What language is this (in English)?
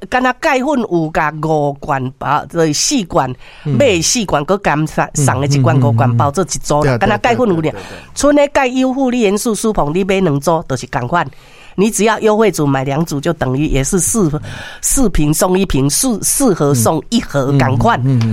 Min Nan Chinese